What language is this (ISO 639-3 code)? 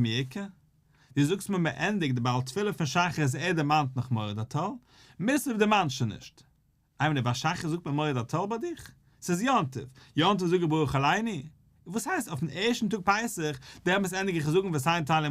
yid